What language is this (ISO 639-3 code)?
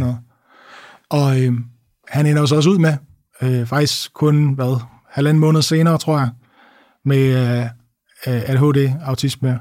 dan